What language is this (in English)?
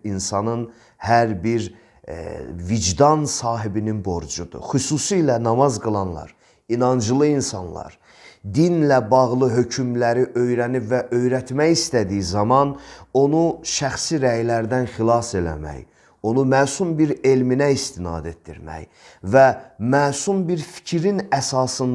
Azerbaijani